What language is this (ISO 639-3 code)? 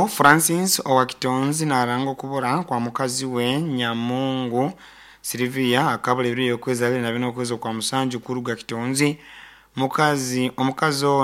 nyo